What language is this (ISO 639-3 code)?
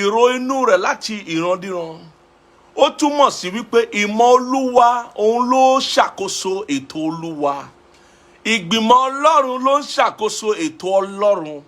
yor